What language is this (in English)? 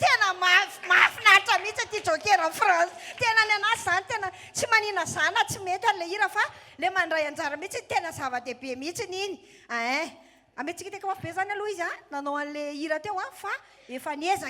Malagasy